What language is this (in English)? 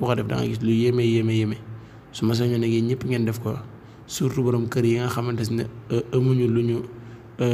Wolof